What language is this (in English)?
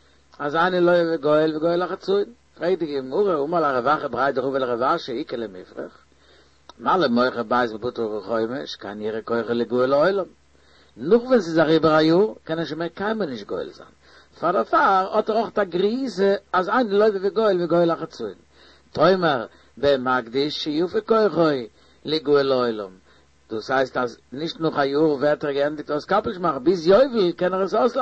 Yiddish